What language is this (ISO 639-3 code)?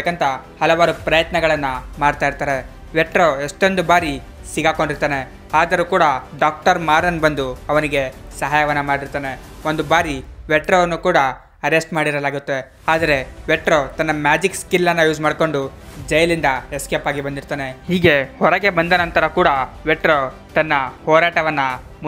kan